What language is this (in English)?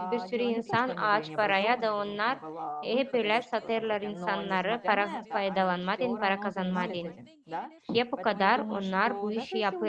Gagauz